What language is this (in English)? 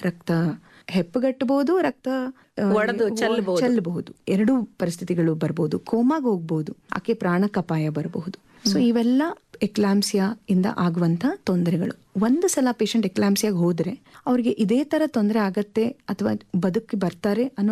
Kannada